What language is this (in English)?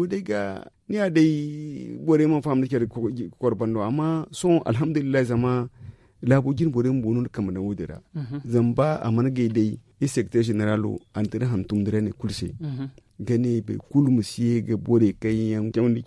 Zarma